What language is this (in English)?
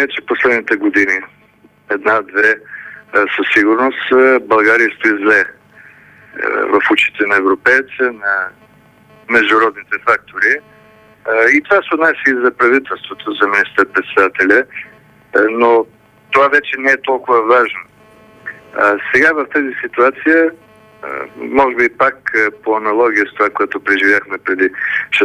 Bulgarian